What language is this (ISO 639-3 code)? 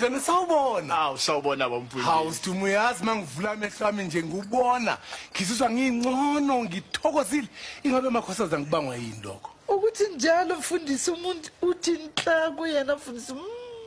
zul